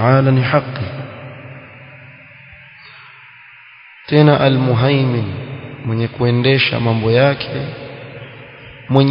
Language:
Swahili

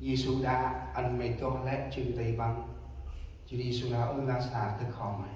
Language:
Central Mnong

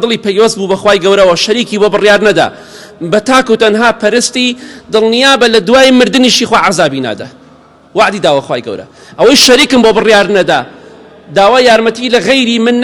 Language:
Central Kurdish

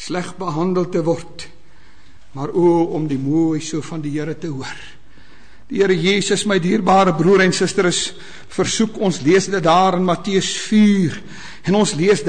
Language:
Afrikaans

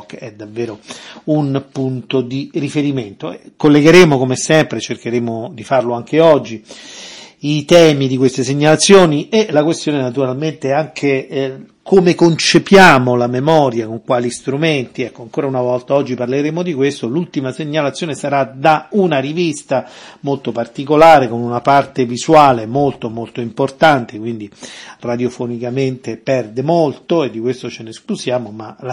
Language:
Italian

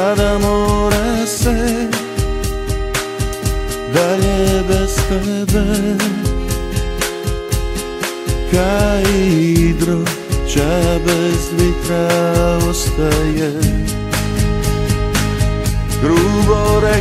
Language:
Croatian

